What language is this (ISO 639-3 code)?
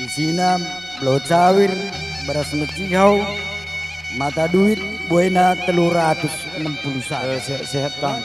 btx